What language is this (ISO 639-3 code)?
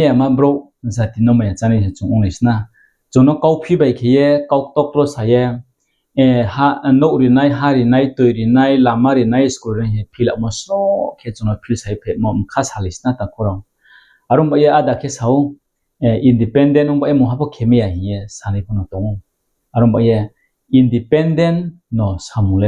ria